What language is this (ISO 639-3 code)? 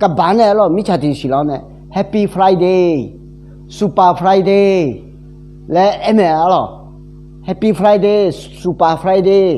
ahk